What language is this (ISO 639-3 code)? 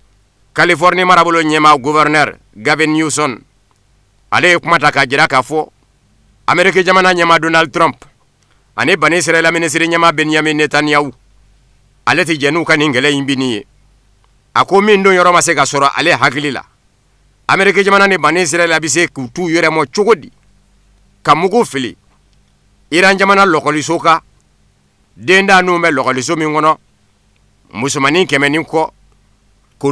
bam